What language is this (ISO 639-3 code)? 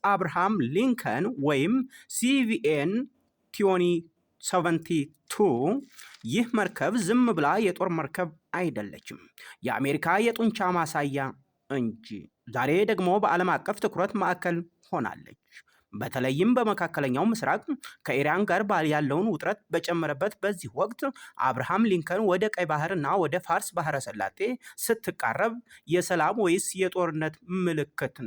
amh